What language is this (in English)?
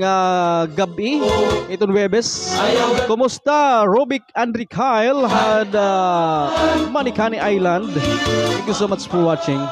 Waray